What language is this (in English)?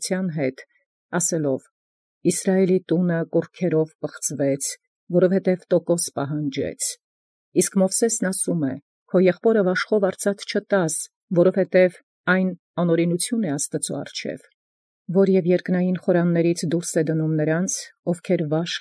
Armenian